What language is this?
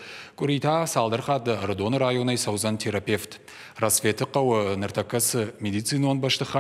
Ossetic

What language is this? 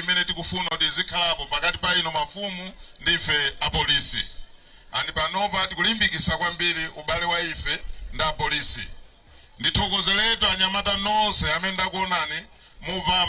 Nyanja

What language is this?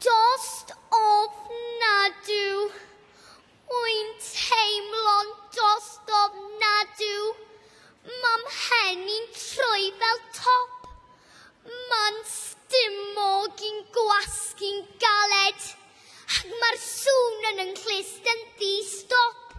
Welsh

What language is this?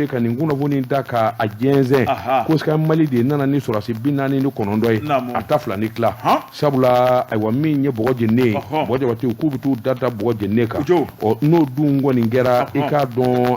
Bambara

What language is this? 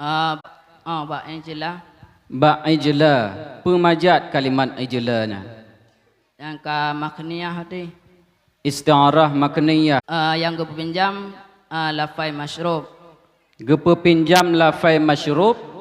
Achinese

